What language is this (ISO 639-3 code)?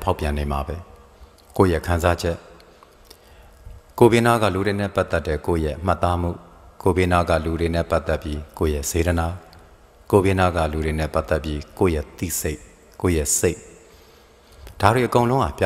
mya